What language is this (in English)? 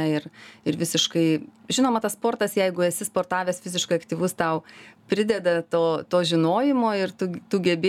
Lithuanian